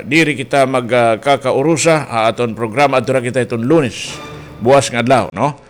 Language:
Waray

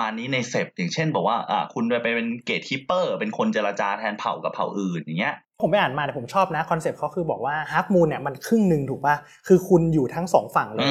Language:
Thai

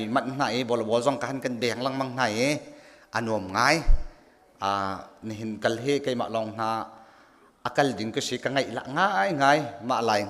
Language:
Hakha Chin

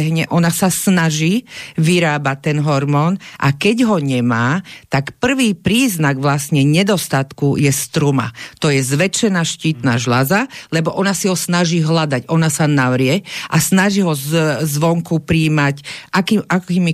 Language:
Slovak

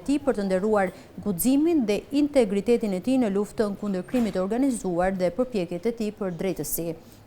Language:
Albanian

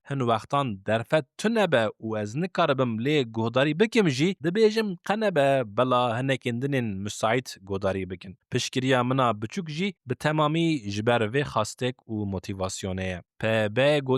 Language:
Kurdish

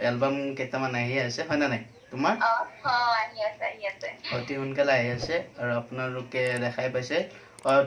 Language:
Assamese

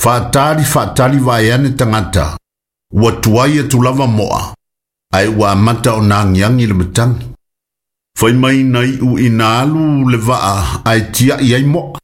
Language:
Samoan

